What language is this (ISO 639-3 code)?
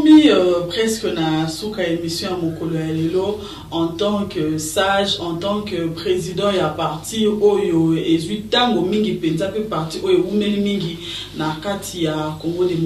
lin